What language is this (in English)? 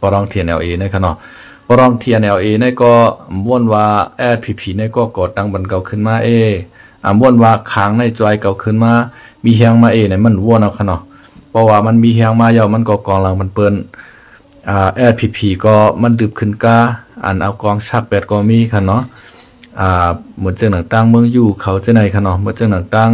Shan